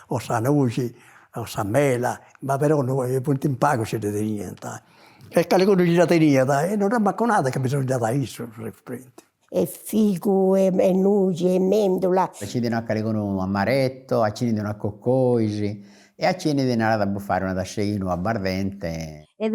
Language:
Sardinian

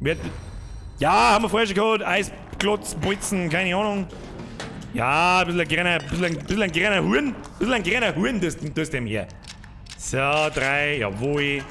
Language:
Bavarian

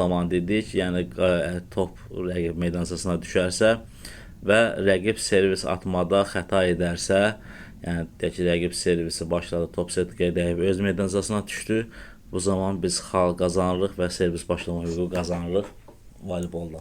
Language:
Azerbaijani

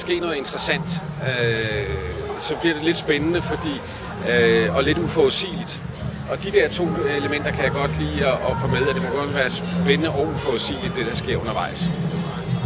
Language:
Danish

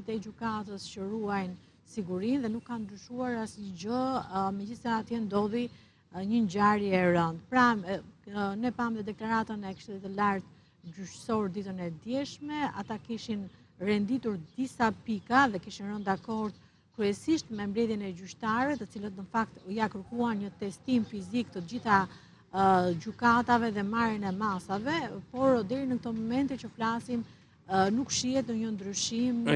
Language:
Albanian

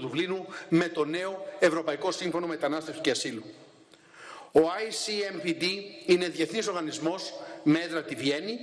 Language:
Greek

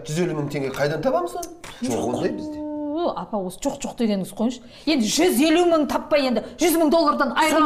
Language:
Kazakh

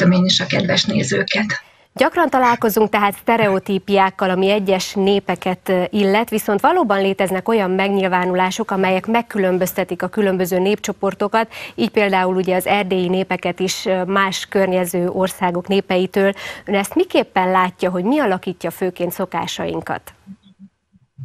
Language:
Hungarian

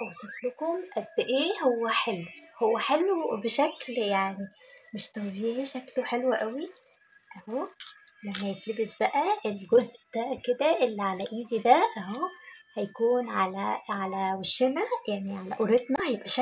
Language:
Egyptian Arabic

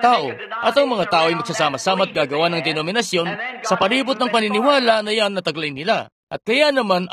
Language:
Filipino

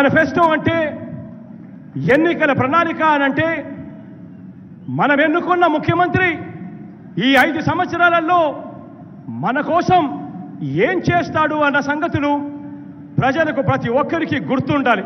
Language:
Telugu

